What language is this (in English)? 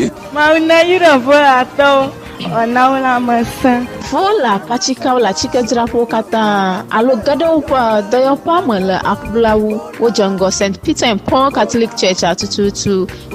Ewe